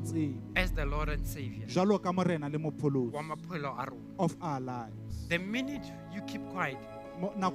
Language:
Southern Sotho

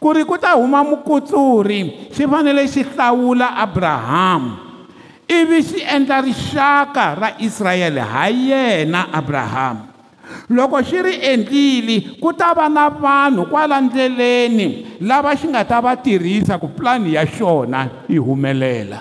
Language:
Tsonga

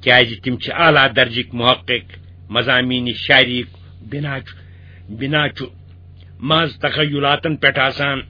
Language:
Kashmiri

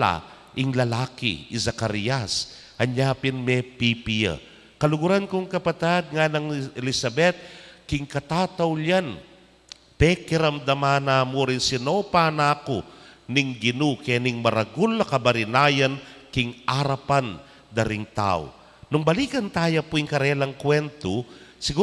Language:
Pampanga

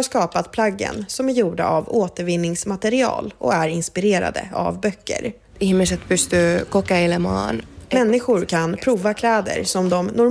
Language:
Swedish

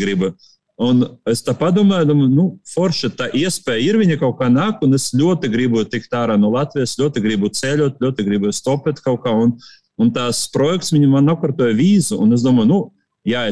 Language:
Latvian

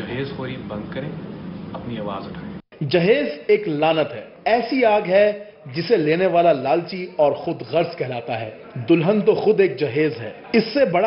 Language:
Urdu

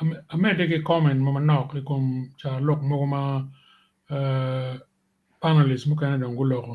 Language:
Acoli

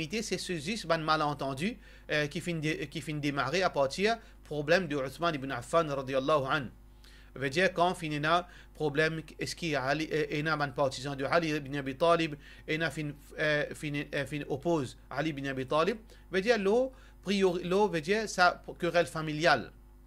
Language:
Morisyen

